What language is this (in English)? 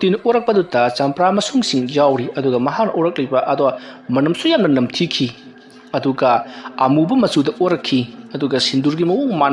Manipuri